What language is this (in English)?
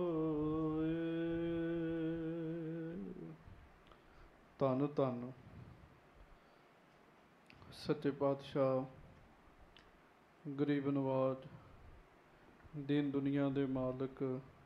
Punjabi